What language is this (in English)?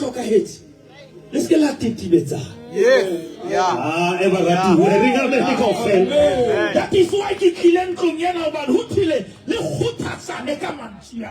Southern Sotho